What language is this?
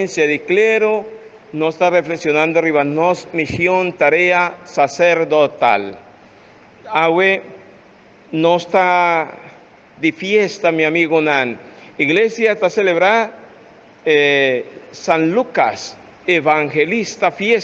Papiamento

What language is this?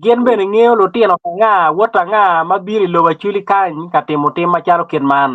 Acoli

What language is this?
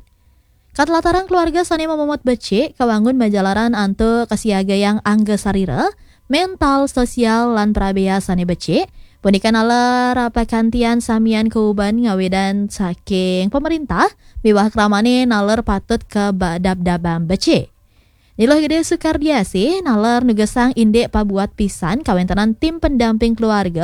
Balinese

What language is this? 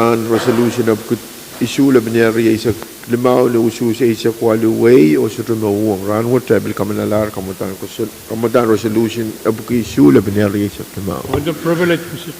Pohnpeian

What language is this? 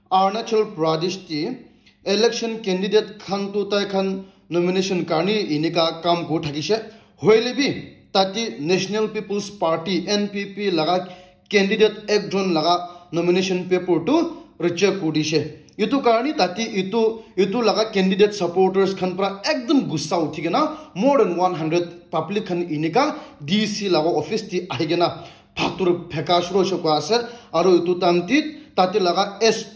Naga Pidgin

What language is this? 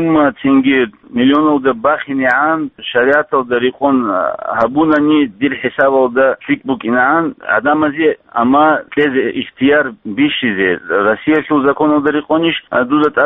Avaric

